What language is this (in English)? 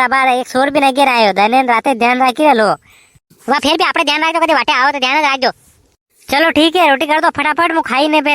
Rajasthani